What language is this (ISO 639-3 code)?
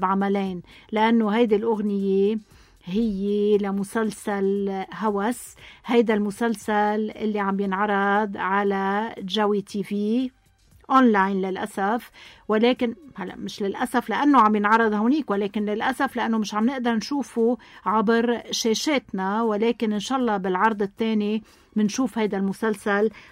apc